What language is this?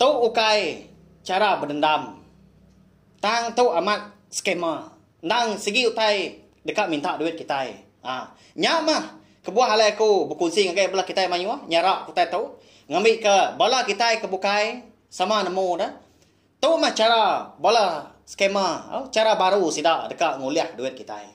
Iban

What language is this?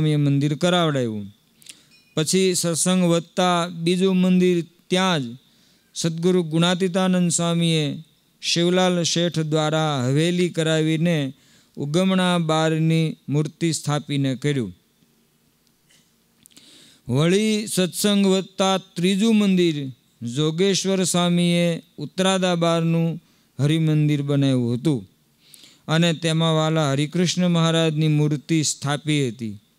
Gujarati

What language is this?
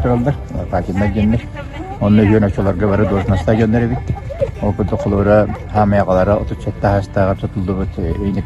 Yakut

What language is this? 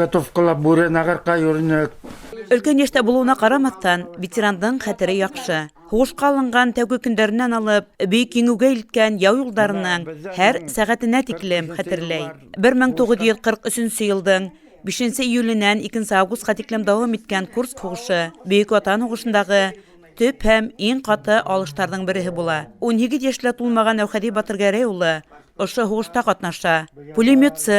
Bashkir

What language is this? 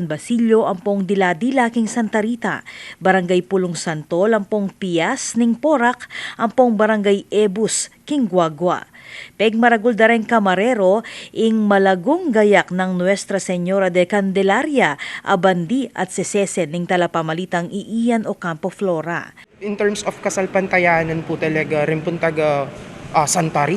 Pampanga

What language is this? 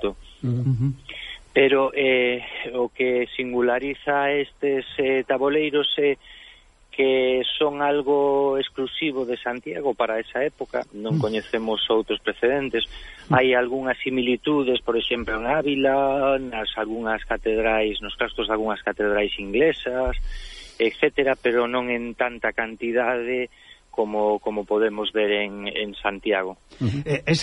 Galician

